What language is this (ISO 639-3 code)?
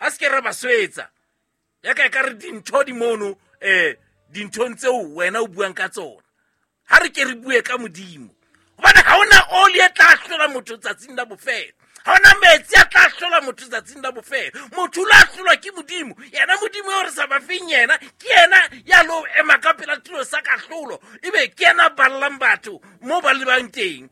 sot